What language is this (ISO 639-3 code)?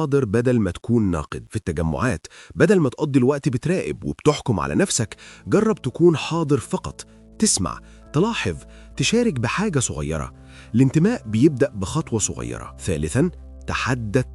arz